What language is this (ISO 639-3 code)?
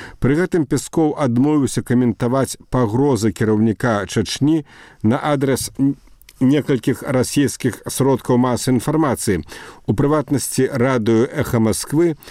bel